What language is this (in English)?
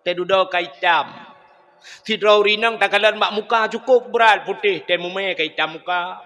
Achinese